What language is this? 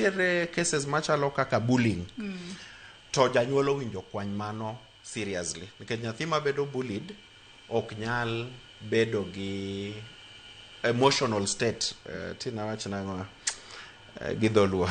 Luo (Kenya and Tanzania)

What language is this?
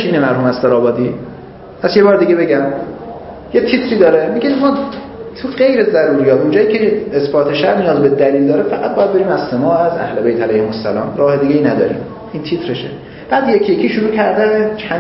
Persian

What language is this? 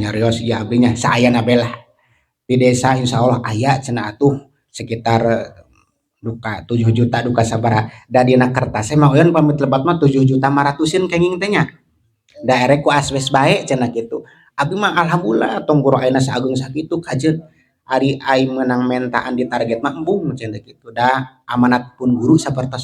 Sundanese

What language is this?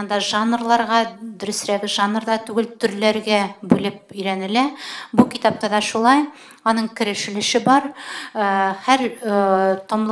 Tatar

